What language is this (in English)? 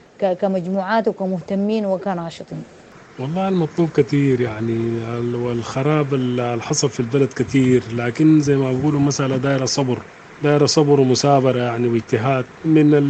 Sudanese Arabic